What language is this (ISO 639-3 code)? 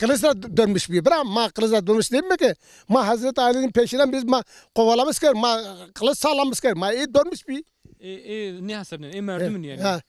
zza